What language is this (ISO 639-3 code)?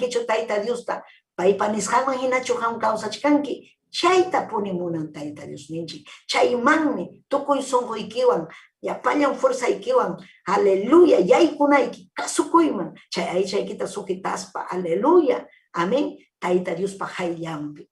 quy